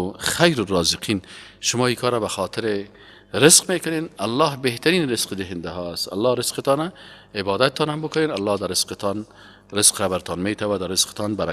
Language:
Persian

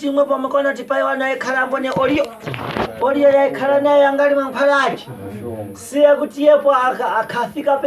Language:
Shona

